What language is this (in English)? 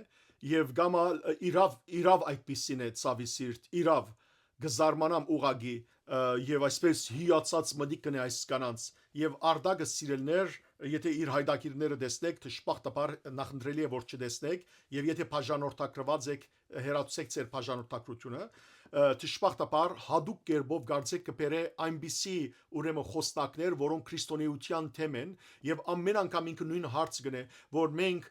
Western Armenian